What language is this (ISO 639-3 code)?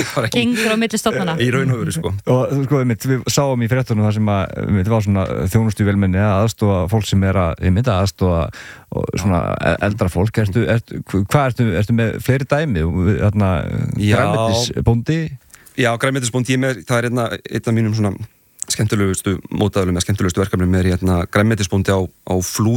isl